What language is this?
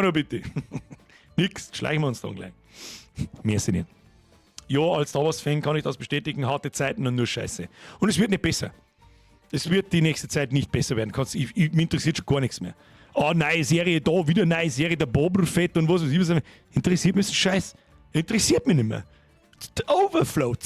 Bavarian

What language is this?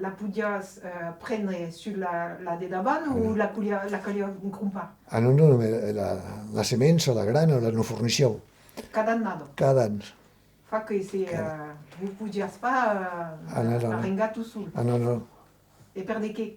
Occitan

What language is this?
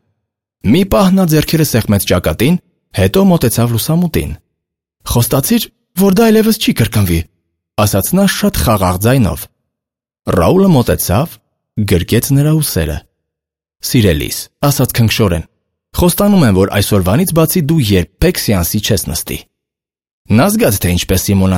Armenian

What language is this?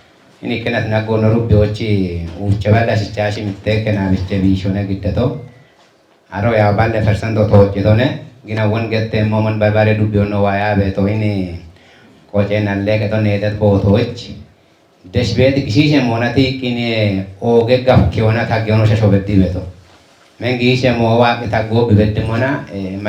Kafa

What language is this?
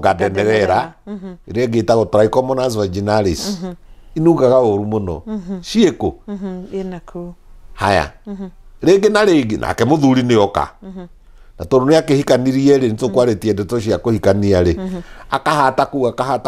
Kikuyu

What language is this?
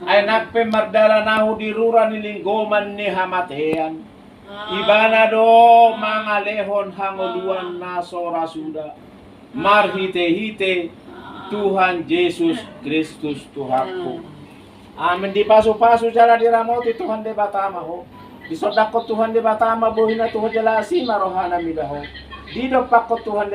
Batak Toba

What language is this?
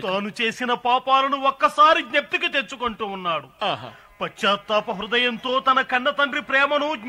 Telugu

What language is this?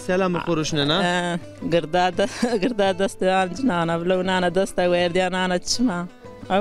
Zaza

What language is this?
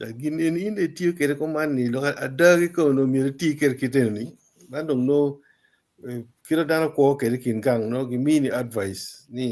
Acoli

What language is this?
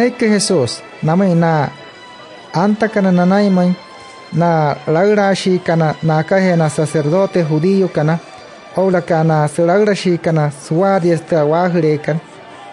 Wayuu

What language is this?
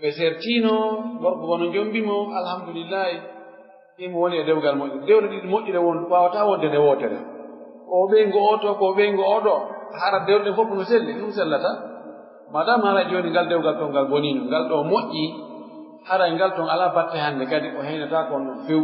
Fula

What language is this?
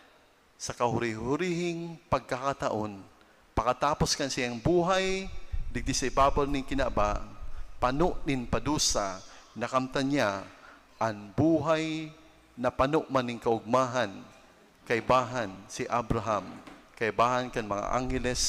Bikol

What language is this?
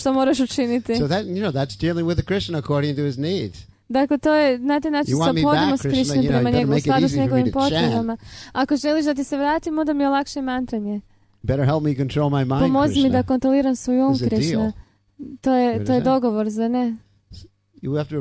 Croatian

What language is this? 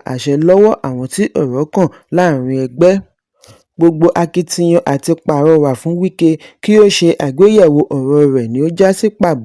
Yoruba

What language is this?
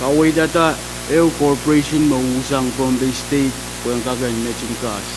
Pohnpeian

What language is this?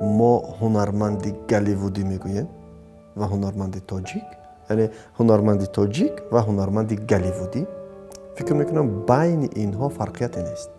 Tajik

